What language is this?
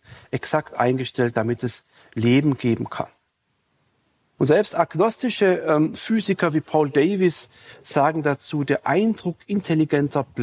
German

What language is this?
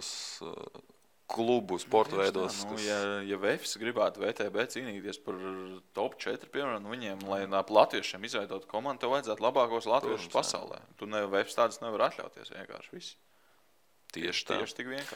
Latvian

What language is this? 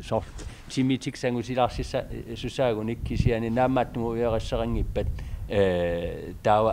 Kalaallisut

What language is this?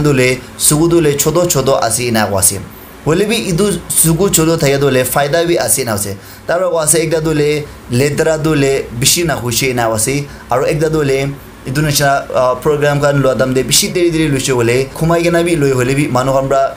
Naga Pidgin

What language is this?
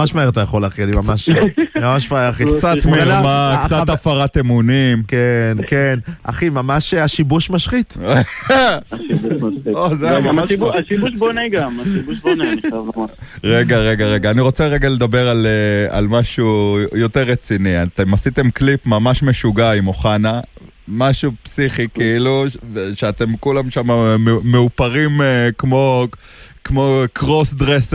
Hebrew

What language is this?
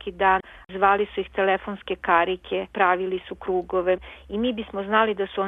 Serbian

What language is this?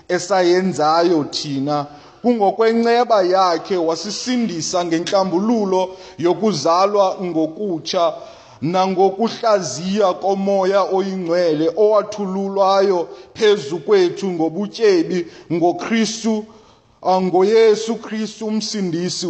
Xhosa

